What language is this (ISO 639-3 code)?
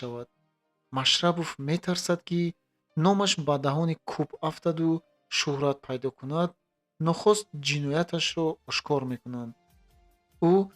tgk